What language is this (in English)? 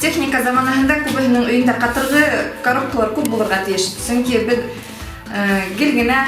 Bashkir